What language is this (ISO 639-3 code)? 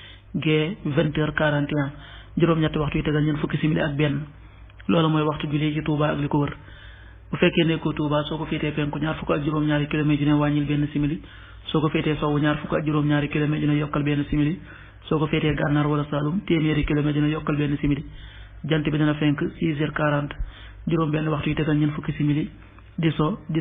wol